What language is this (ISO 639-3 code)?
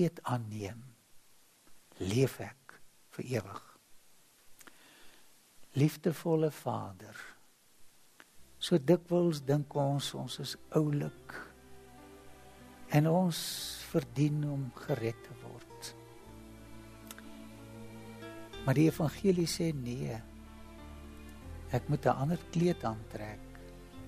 afr